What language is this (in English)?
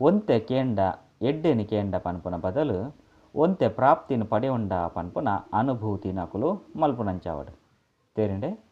Tulu